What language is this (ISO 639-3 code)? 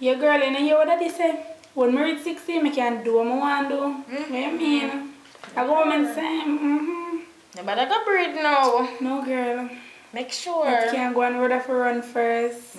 jam